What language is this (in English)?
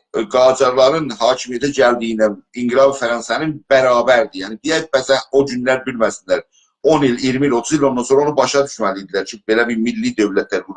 South Azerbaijani